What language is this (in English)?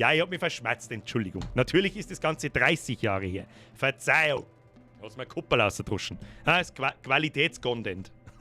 Bavarian